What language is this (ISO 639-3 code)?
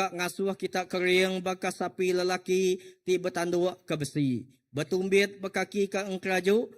iba